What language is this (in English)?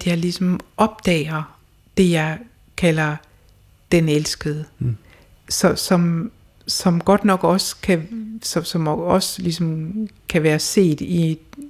Danish